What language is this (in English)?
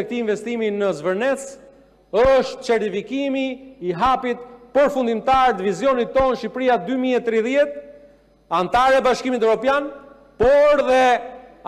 Albanian